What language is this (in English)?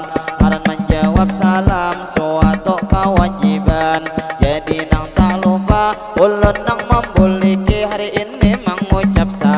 Banjar